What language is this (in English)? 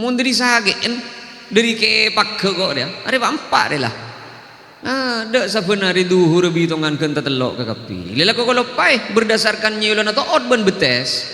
Madurese